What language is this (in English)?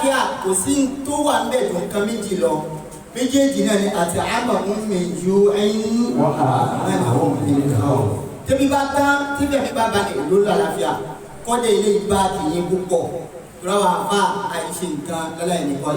Yoruba